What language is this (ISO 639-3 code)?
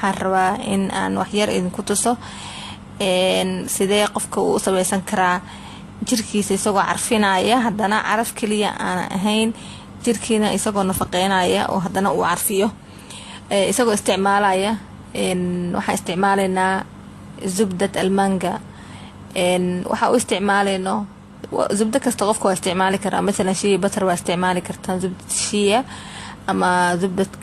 som